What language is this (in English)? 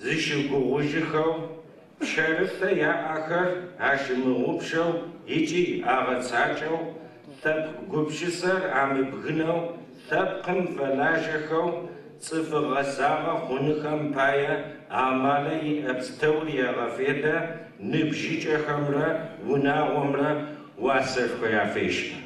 Adyghe